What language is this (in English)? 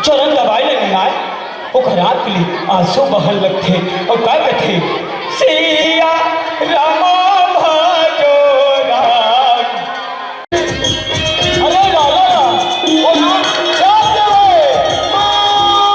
Chhattisgarhi